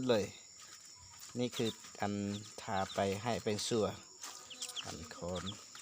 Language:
Lao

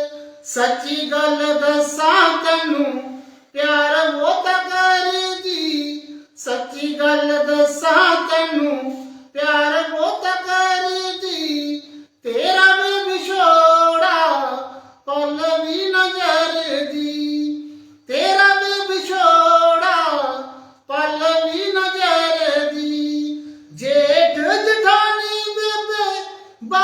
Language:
Dogri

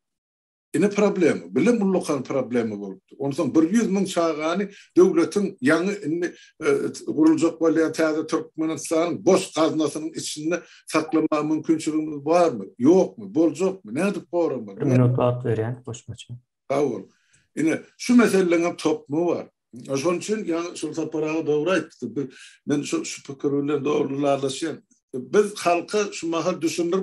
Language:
Turkmen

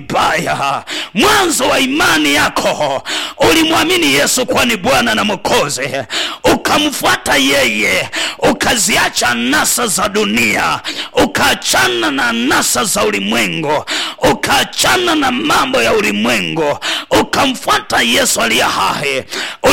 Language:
Swahili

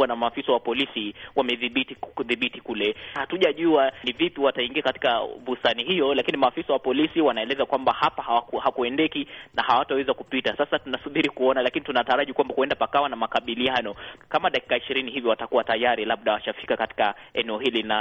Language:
Swahili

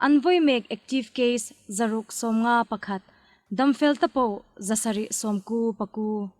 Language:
Hmar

